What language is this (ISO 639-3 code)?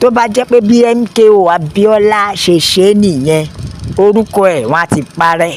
yor